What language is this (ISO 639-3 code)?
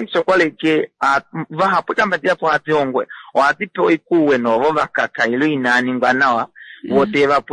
kua